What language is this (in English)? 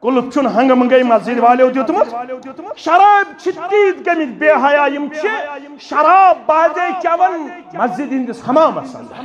Kashmiri